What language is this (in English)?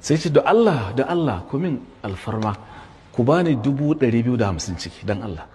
Hausa